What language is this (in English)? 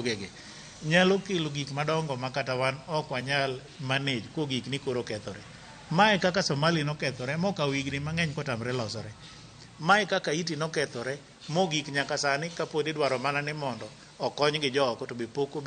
Luo (Kenya and Tanzania)